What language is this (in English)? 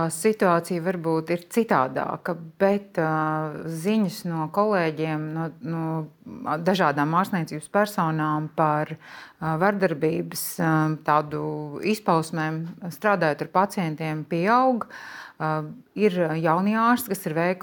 Latvian